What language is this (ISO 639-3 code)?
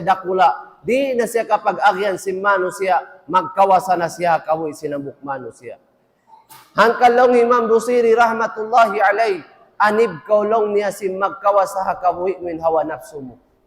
tsg